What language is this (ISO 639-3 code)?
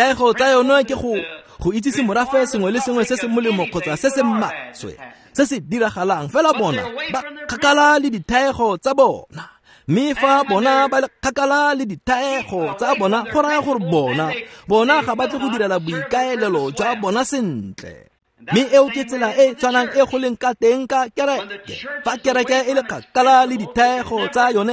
tsn